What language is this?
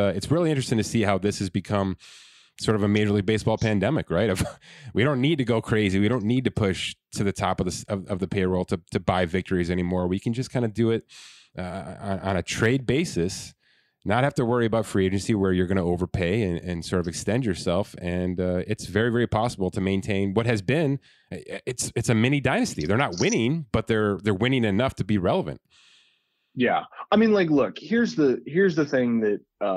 English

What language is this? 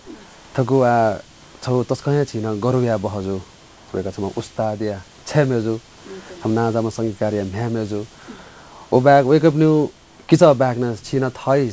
Newari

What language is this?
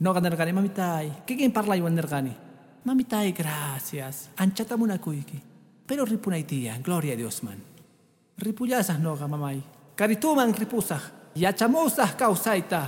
Quechua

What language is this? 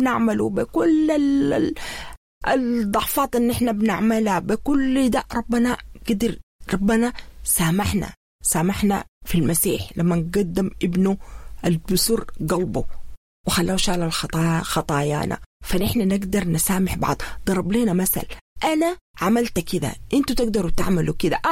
Sudanese Arabic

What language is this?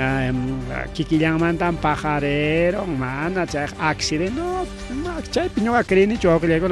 Ayacucho Quechua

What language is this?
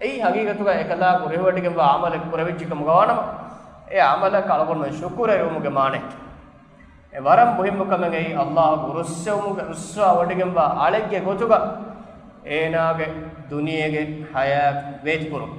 Divehi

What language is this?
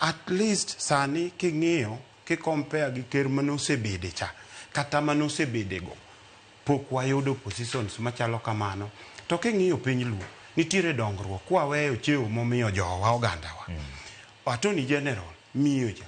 Luo (Kenya and Tanzania)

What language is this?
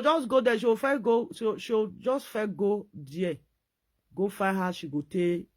Nigerian Pidgin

